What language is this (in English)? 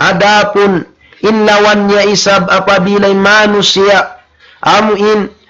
Tausug